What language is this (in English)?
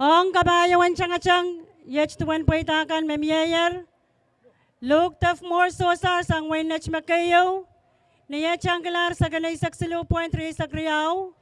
Pohnpeian